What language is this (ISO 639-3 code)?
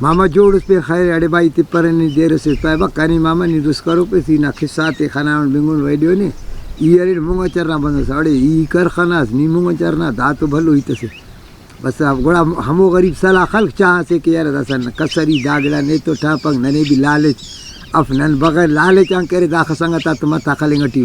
brh